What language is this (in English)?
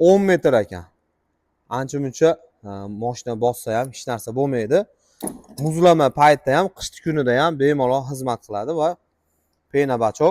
Uzbek